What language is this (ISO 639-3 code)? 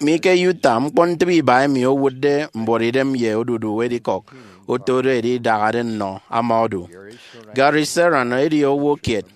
efi